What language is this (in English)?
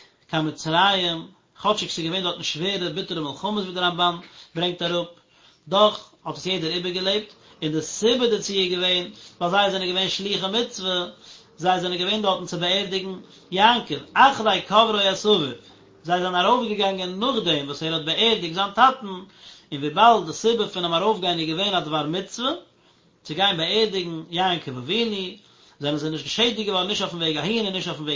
Yiddish